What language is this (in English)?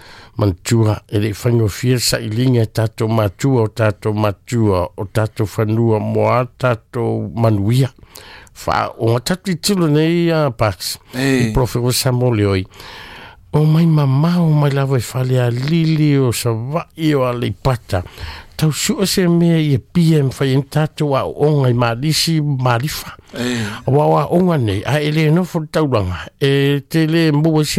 Samoan